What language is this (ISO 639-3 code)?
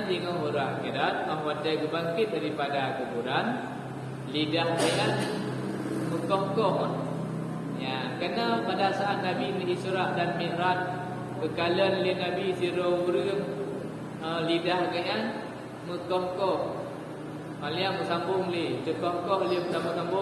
ace